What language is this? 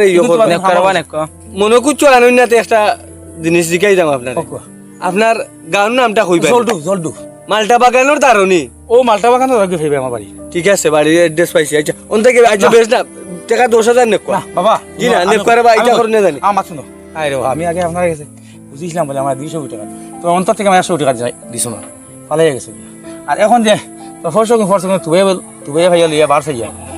Sylheti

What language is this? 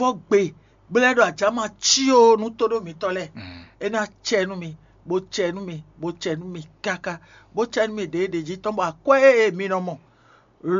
Fon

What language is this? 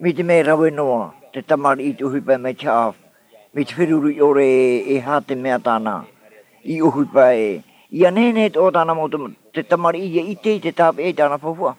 Tahitian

